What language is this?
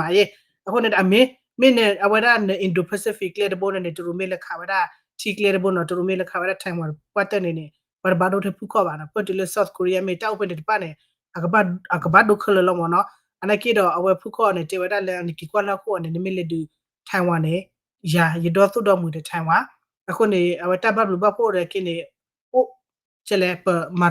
S'gaw Karen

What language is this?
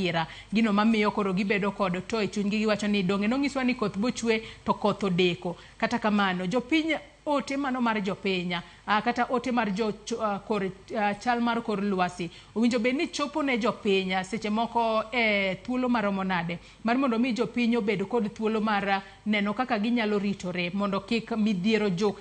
Luo (Kenya and Tanzania)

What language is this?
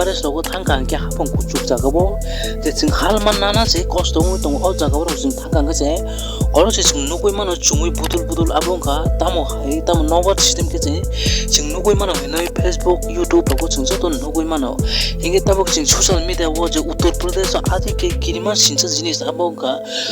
Kok Borok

